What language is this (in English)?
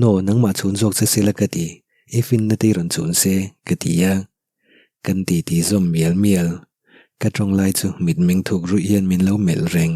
Mizo